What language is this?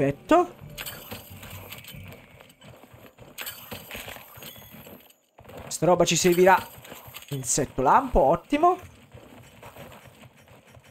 Italian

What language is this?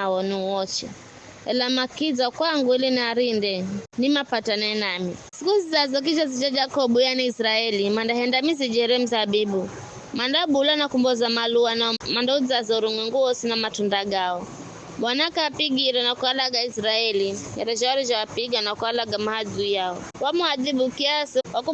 Giryama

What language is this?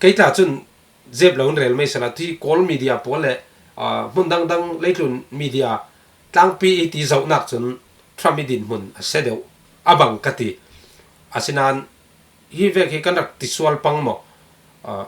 Falam Chin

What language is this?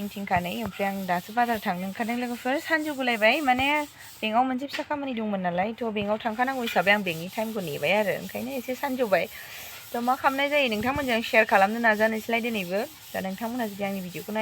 Bodo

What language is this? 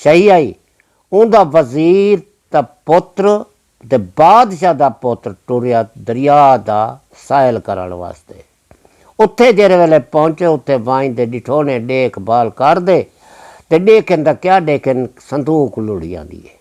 Saraiki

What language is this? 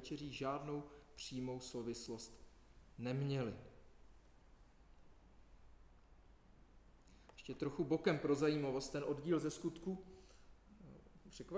Czech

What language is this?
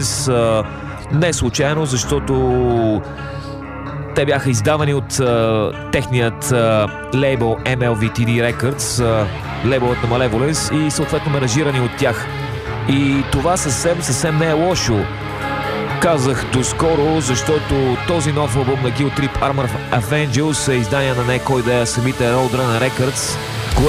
Bulgarian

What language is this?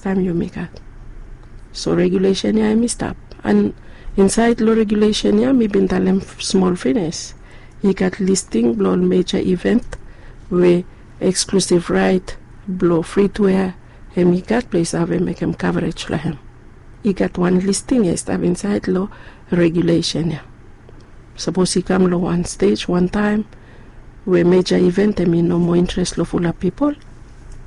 Bislama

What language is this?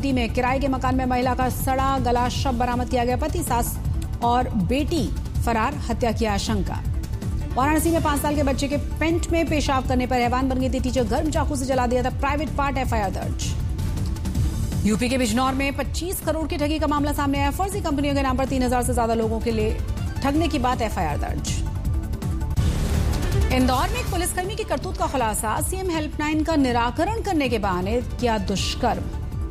Hindi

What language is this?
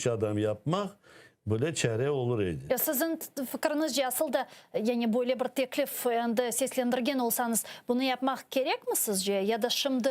Crimean Tatar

